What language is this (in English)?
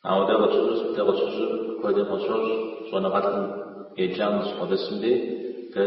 Kabardian